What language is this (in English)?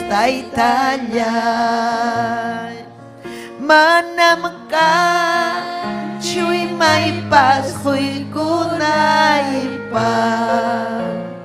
Ayacucho Quechua